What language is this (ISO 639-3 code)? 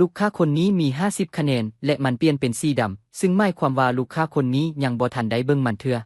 lao